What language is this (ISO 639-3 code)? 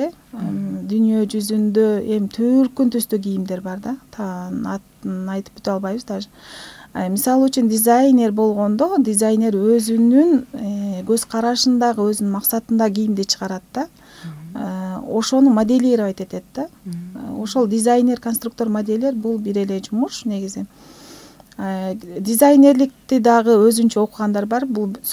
kir